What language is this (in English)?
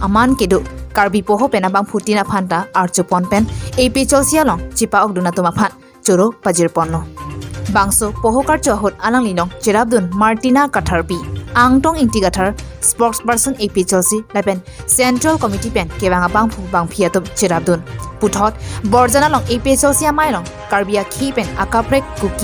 Karbi